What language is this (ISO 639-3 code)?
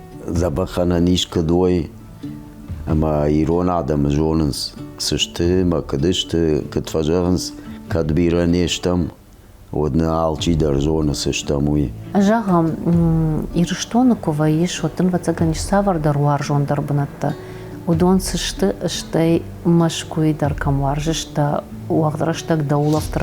oss